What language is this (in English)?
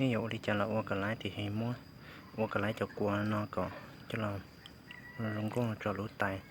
Hmong